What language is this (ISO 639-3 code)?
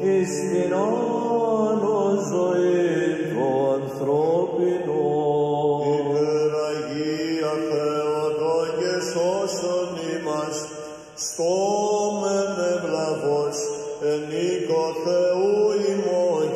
ell